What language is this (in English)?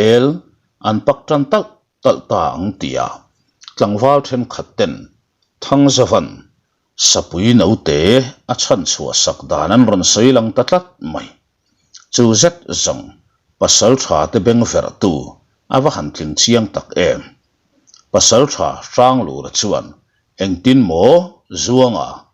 Mizo